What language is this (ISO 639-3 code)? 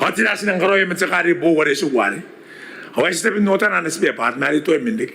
gil